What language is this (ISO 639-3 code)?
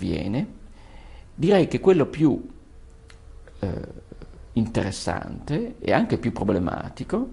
ita